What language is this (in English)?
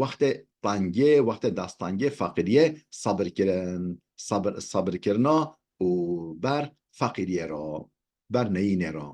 Kurdish